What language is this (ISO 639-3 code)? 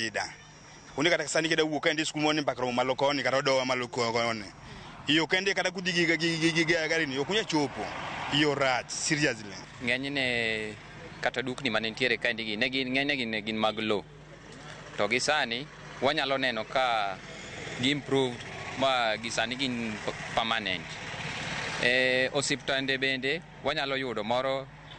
luo